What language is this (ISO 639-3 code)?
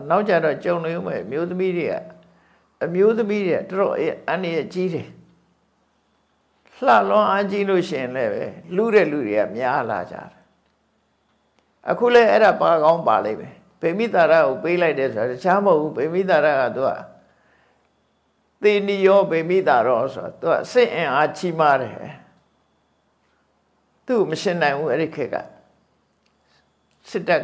mya